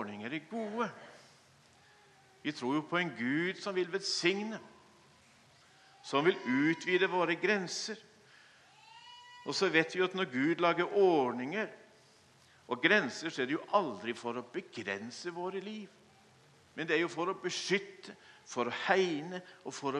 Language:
Norwegian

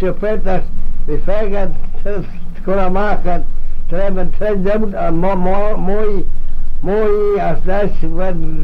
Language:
Manx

